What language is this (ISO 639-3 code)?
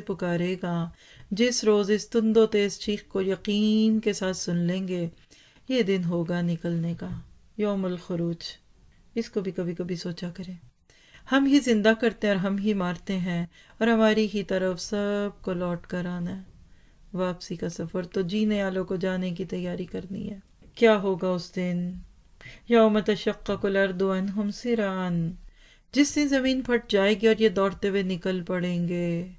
urd